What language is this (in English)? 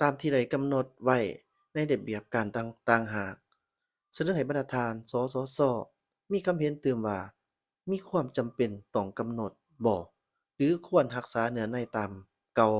Lao